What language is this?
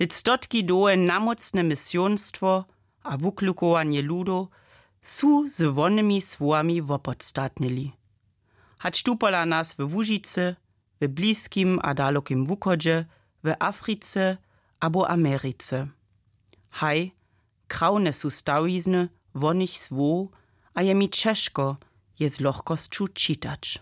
Upper Sorbian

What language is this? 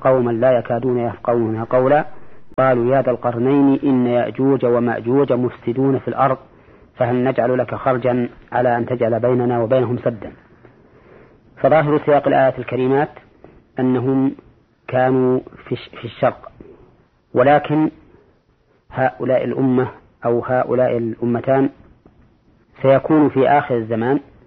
Arabic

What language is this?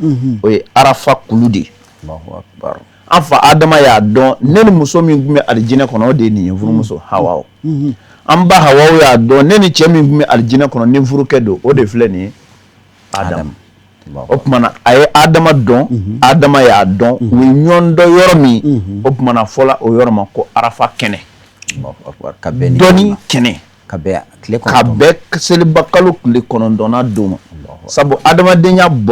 Bambara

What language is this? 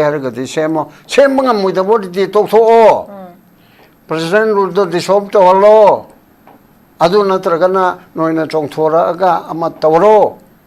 Manipuri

